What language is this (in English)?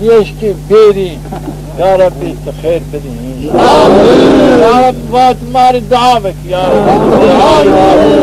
Zaza